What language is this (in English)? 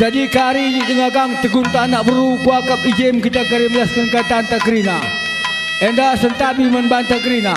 Batak Karo